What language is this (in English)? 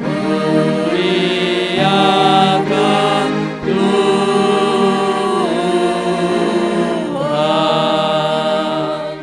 Batak Karo